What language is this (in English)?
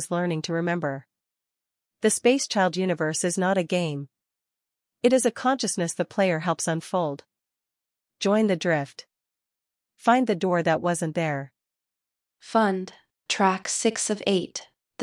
English